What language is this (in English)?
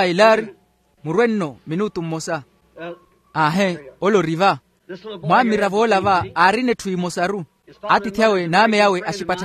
Makhuwa